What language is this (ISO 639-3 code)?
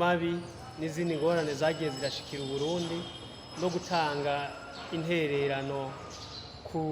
run